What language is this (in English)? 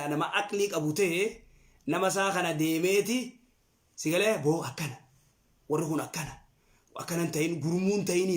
Oromo